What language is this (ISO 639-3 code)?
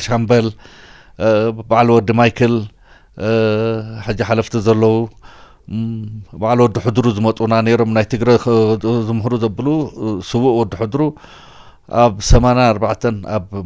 tir